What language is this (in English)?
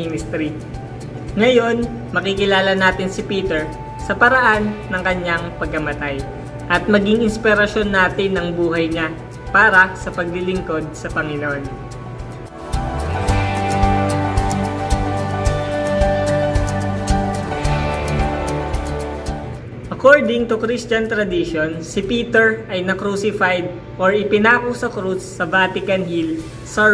Filipino